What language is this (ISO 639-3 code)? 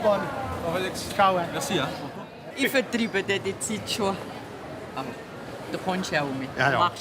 gsw